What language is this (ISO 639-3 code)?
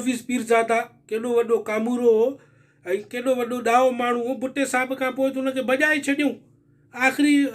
snd